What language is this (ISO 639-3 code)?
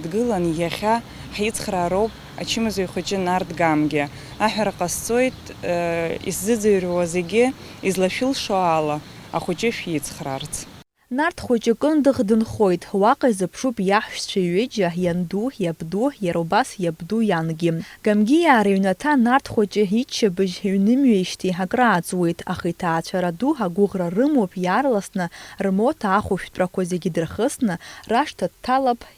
abk